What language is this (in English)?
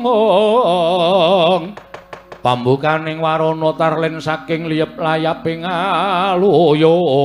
Javanese